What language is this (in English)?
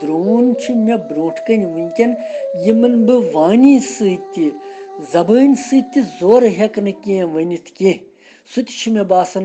Kashmiri